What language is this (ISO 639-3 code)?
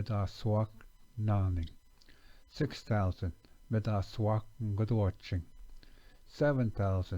ciw